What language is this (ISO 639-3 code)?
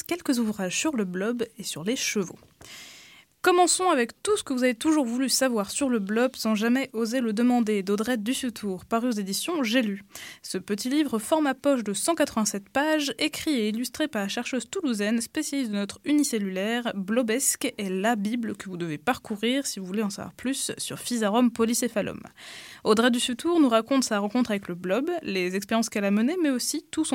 fra